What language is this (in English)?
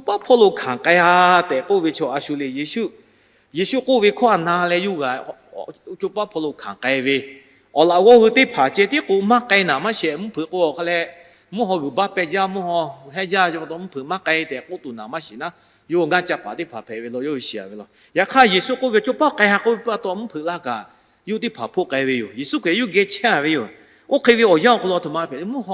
Lahu